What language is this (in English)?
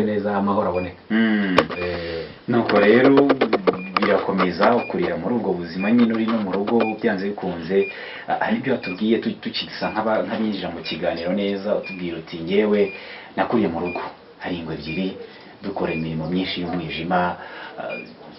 Kinyarwanda